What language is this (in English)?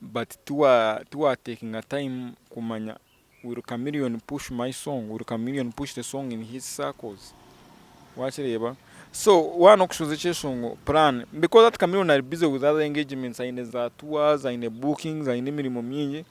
Nyankole